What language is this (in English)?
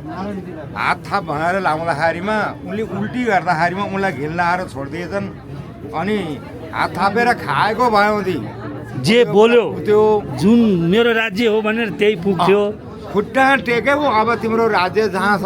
Nepali